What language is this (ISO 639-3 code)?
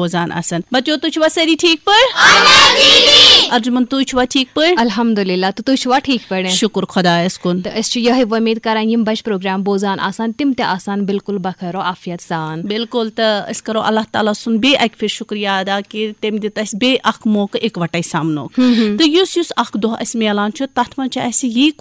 kas